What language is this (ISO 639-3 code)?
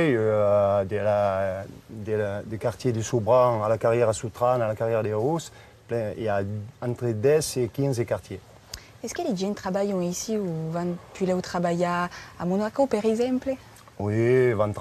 oci